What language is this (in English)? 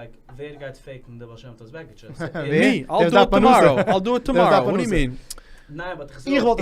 Yiddish